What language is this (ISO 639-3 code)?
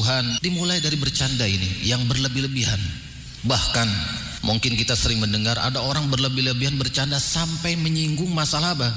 ind